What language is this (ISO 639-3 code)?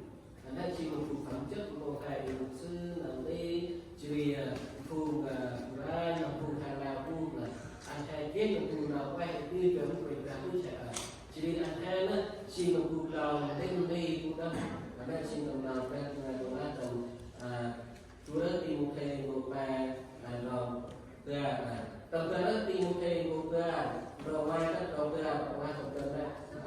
cmo